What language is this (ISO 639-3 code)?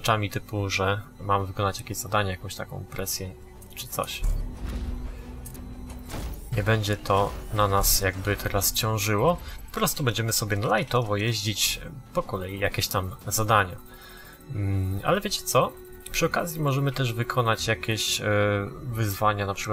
pol